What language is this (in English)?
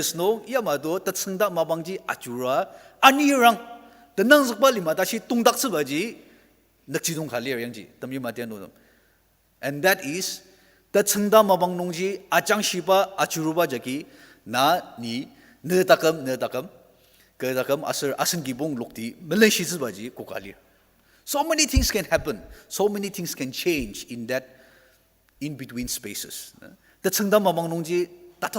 Ao Naga